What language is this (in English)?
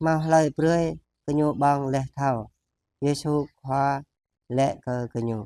Jarai